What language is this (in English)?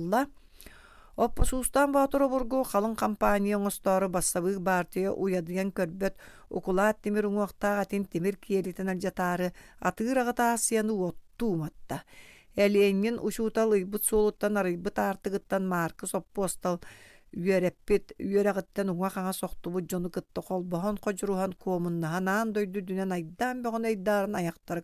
Yakut